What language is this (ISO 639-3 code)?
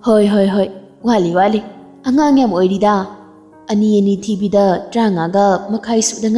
mni